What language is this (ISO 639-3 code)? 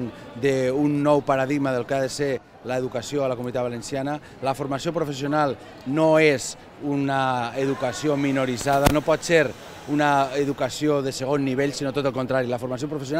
cat